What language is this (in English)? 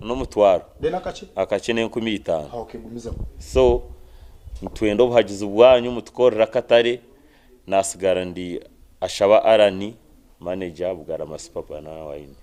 Nyankole